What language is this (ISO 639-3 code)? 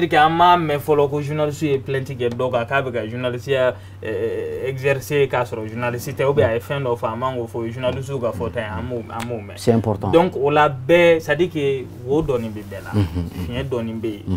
bam